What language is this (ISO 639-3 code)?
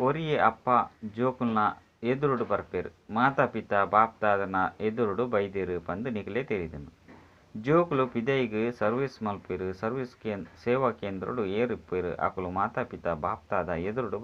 tcy